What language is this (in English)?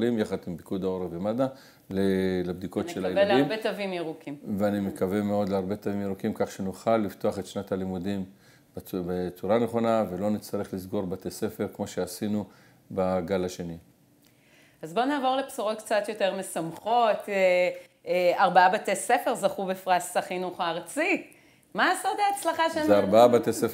Hebrew